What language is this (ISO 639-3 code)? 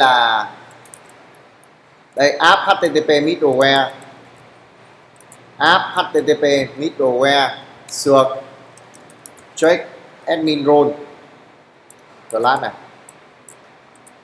vie